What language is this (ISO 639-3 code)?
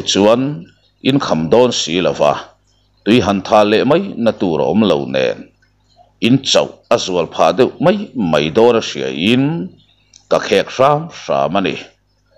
lus